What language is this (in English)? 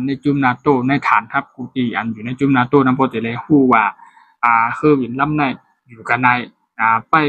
Shan